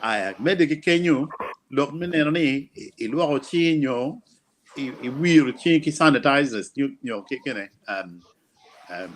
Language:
Acoli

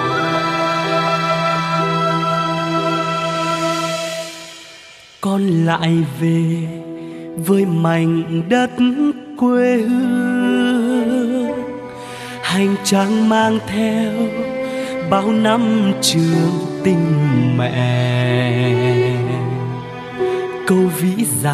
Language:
Vietnamese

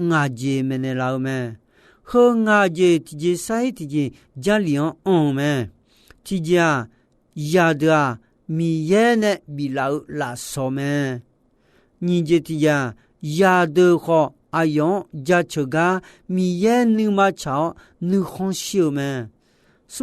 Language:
Akha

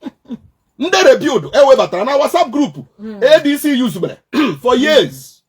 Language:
Igbo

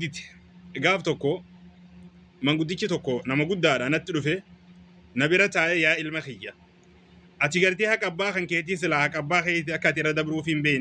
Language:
Oromo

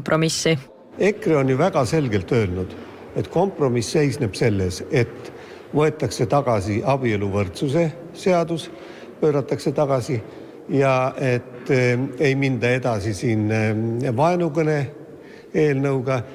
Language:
Estonian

